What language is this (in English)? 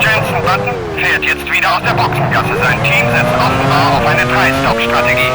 Bavarian